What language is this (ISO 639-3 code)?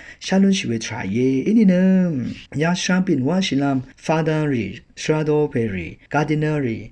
raw